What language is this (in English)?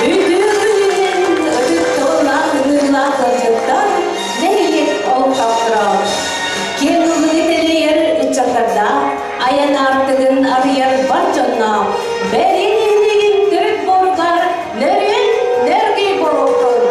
Yakut